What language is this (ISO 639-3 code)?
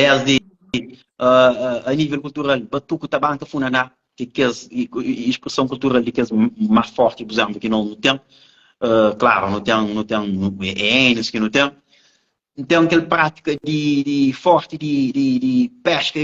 kea